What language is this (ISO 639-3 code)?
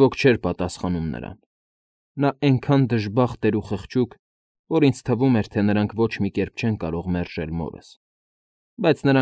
hye